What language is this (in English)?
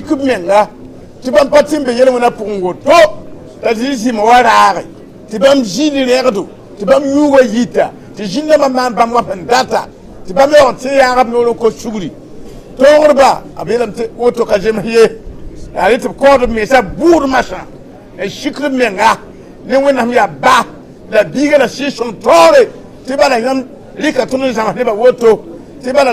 Mossi